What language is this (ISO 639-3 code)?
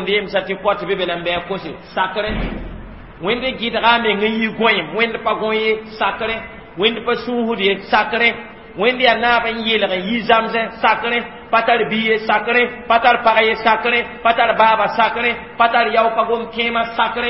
mos